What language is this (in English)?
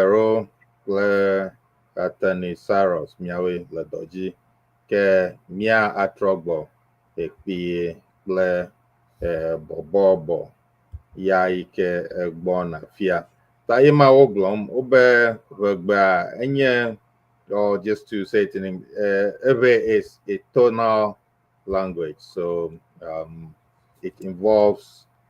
Ewe